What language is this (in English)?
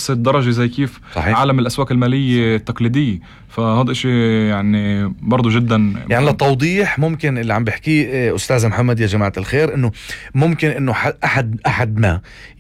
North Levantine Arabic